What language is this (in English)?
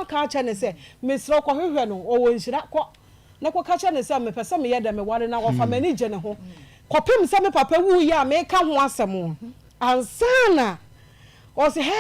Akan